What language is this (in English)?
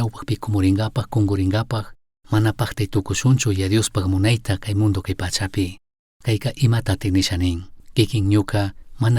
Chimborazo Highland Quichua